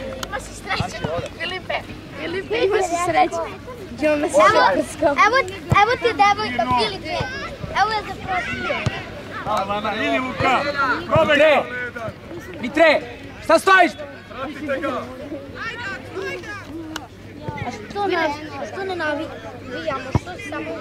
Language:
Serbian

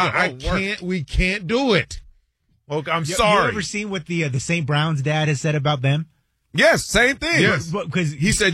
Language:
English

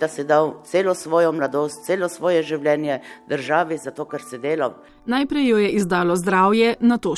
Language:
Slovenian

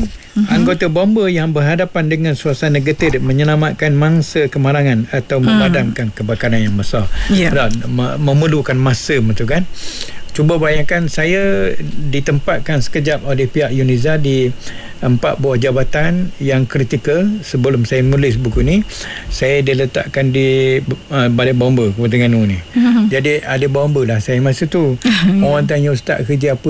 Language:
Malay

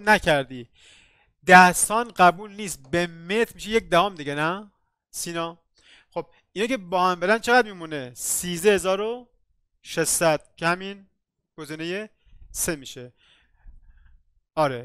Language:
Persian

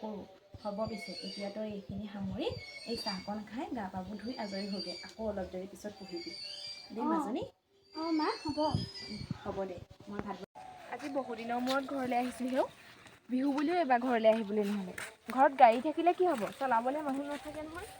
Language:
Assamese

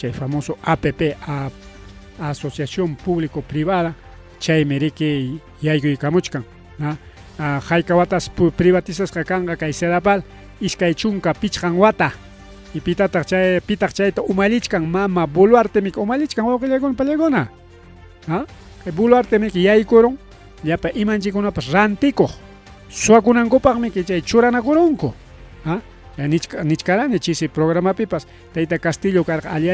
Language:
Ayacucho Quechua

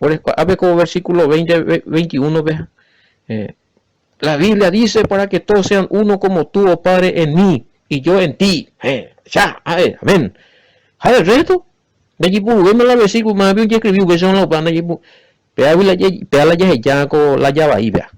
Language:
Guarani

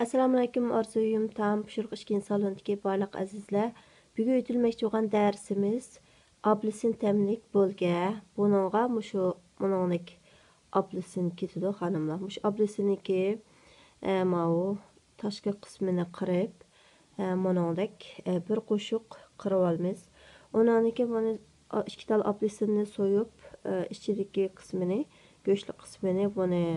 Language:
Uyghur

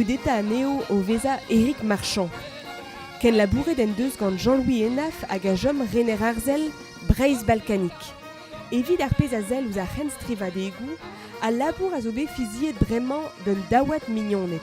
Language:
Breton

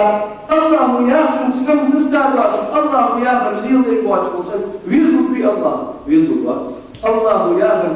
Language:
Ingush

